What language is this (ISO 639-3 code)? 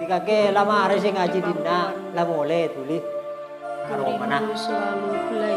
mad